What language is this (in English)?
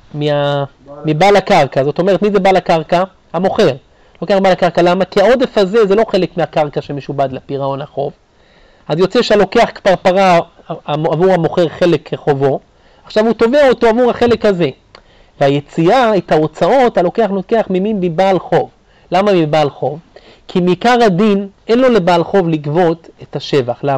Hebrew